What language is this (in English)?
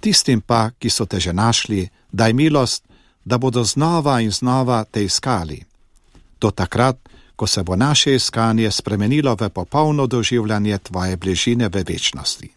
Slovenian